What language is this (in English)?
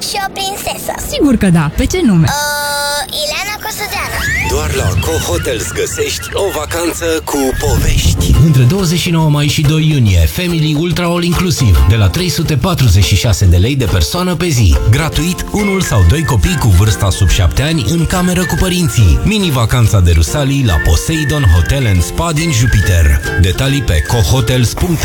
Romanian